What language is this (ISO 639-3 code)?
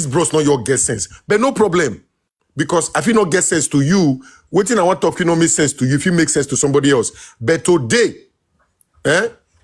pcm